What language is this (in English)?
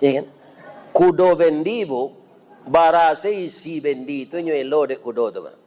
Minangkabau